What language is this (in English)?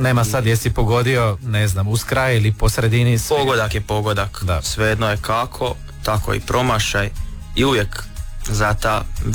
Croatian